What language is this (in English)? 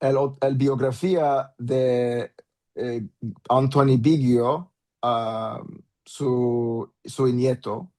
Ladino